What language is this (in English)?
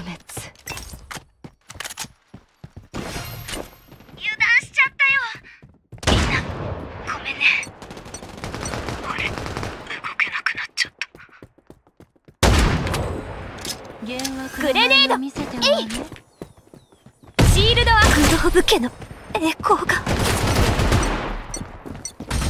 Japanese